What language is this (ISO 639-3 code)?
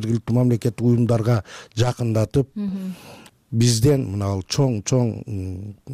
kir